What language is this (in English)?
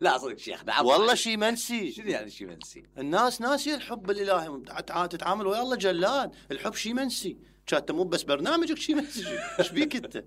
Mesopotamian Arabic